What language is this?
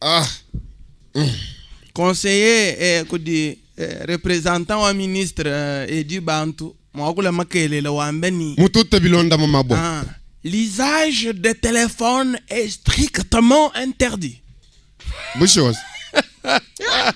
Luba-Lulua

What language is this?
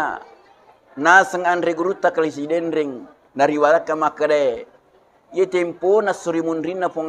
Buginese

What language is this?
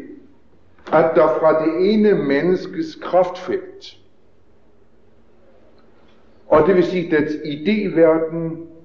Danish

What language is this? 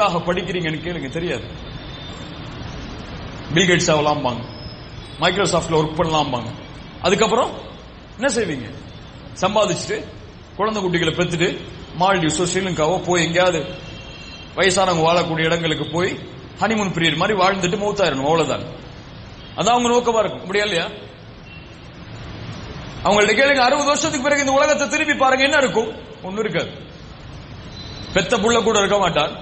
Tamil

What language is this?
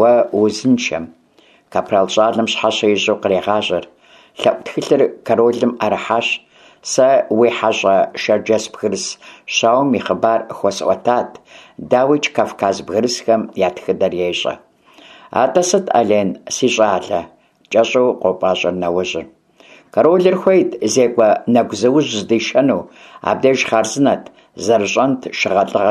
Kabardian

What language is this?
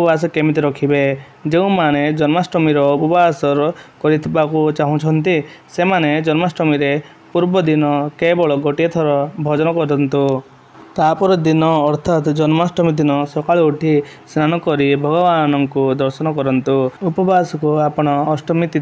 Odia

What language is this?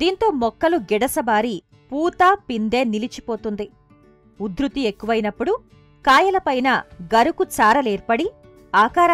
Telugu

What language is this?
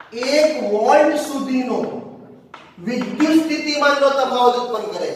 Gujarati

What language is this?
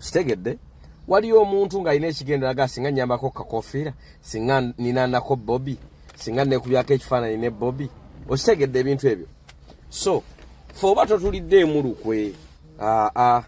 Ganda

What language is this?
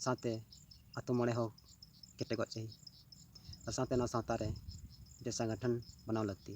Santali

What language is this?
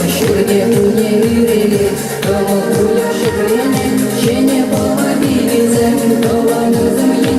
Chuvash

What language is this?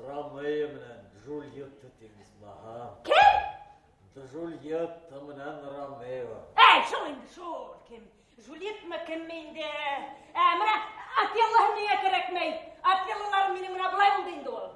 Bashkir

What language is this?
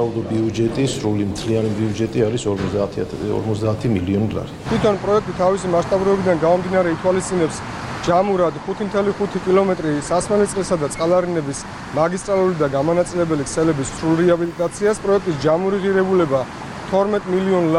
Georgian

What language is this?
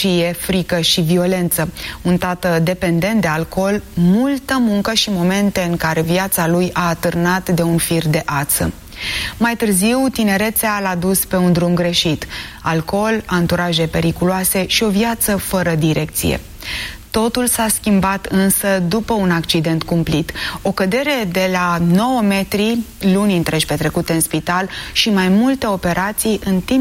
Romanian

